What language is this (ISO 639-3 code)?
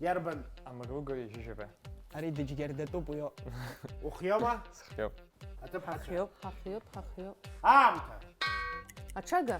abk